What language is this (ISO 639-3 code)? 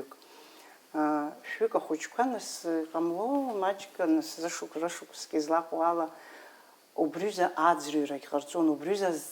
abk